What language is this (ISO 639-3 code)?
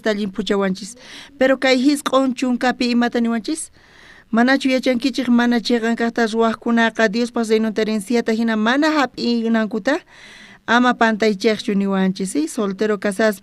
quh